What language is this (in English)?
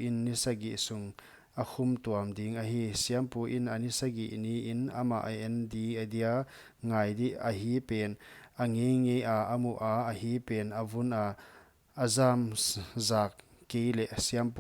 Paite Chin